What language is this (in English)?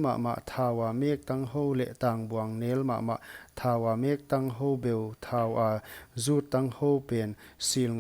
Paite Chin